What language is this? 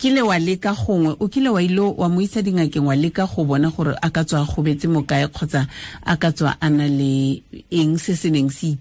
Tswana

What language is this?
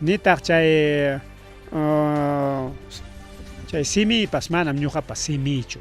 Ayacucho Quechua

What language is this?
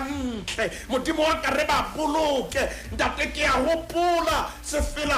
Southern Sotho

